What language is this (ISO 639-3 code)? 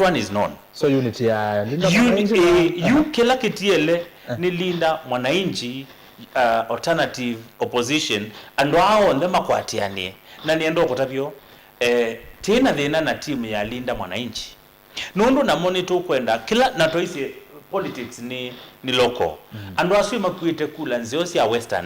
kam